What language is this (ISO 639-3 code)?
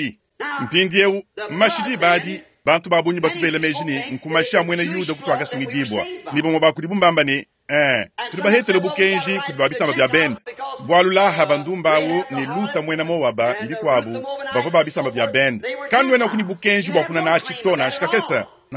lua